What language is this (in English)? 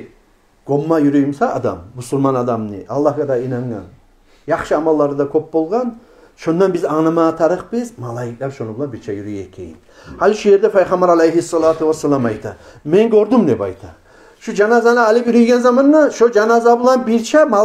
Kumyk